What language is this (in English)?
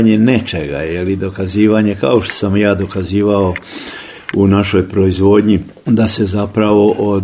Croatian